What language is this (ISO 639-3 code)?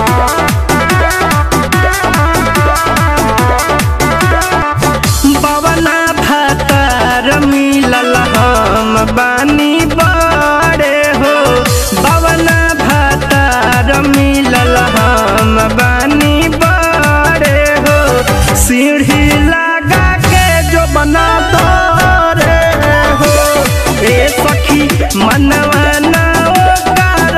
bho